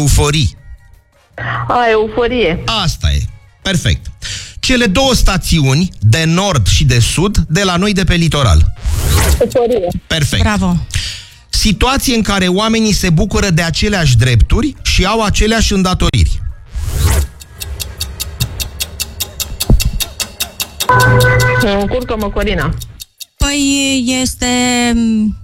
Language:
Romanian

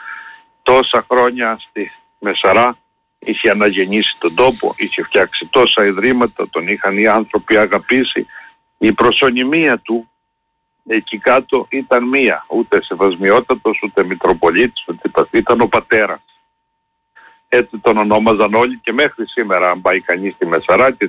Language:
Greek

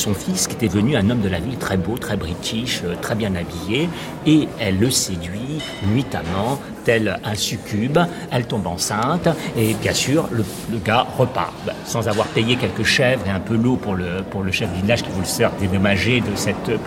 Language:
French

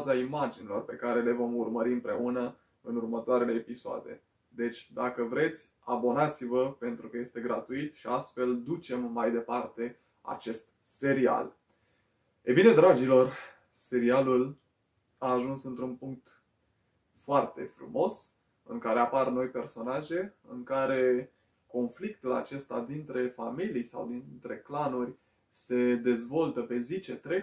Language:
Romanian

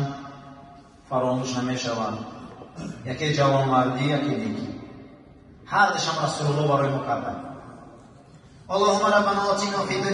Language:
Persian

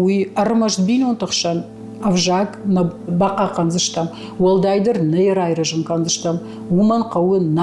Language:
Ossetic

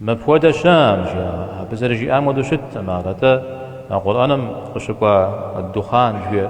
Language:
Kabardian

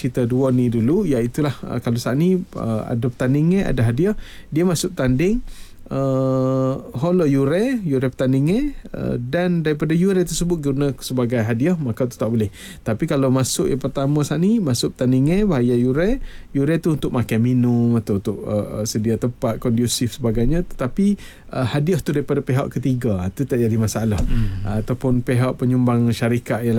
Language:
Malay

